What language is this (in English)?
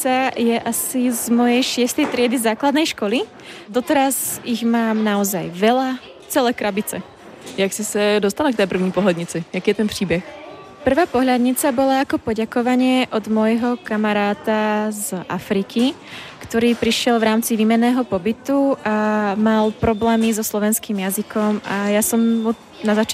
Slovak